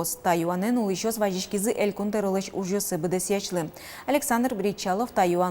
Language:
Udmurt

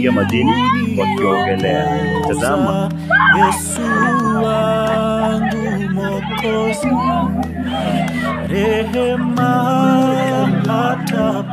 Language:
Swahili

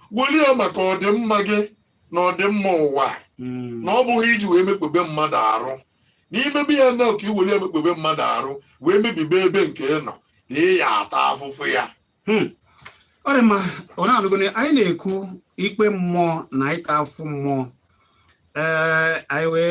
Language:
Igbo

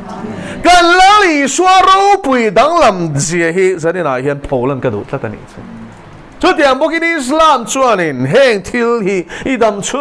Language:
Mizo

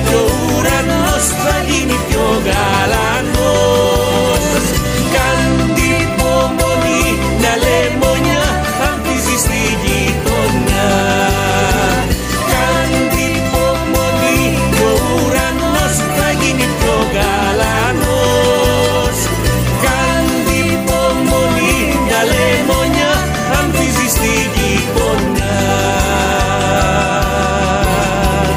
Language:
Greek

